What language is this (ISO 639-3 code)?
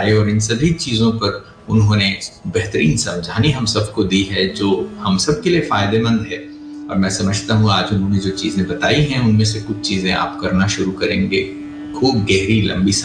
hin